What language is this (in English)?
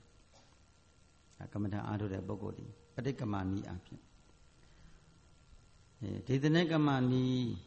Burmese